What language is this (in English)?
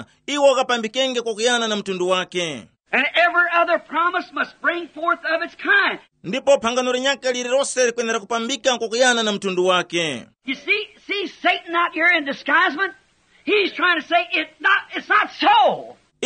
Tumbuka